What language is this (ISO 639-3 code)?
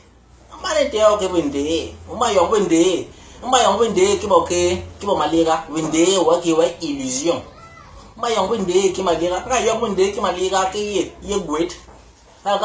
bas